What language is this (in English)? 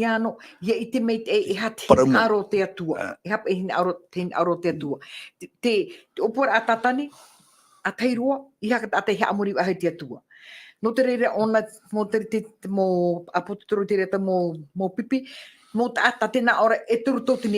Tahitian